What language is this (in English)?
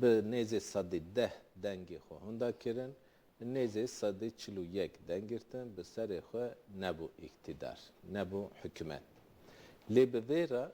Kurdish